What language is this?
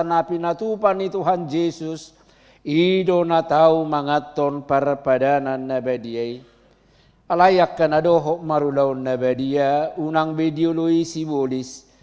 Batak Toba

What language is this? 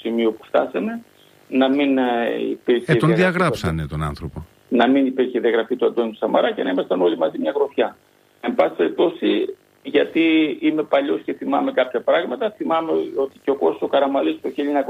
Greek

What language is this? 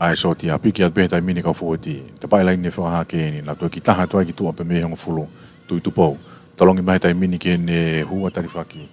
Tongan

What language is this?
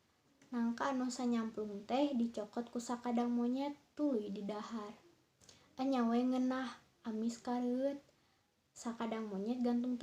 Sundanese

